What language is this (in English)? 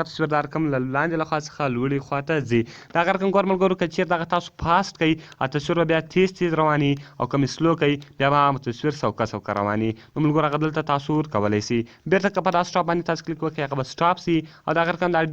Pashto